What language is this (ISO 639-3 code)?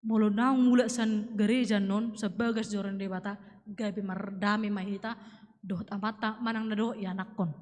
bbc